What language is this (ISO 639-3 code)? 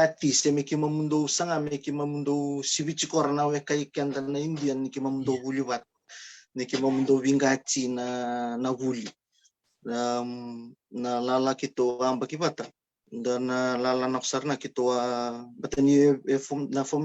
fij